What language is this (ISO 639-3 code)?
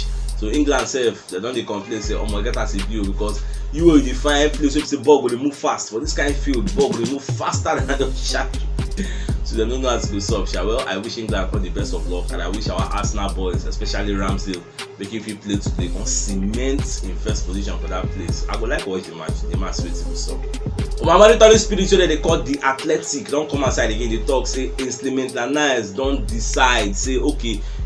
pcm